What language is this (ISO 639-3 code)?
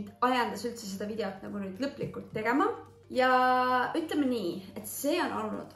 est